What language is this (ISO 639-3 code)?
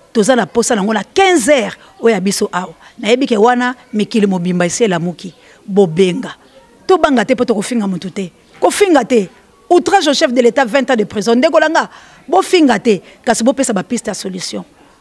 lin